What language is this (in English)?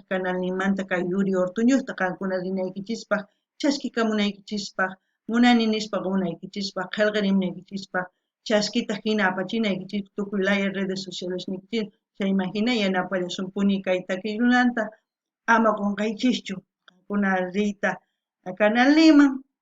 South Bolivian Quechua